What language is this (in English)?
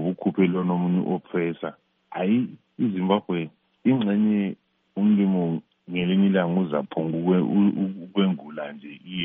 North Ndebele